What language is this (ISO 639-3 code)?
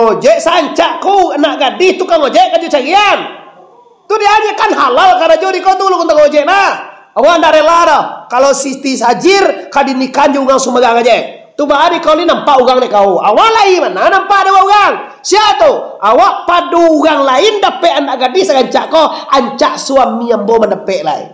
min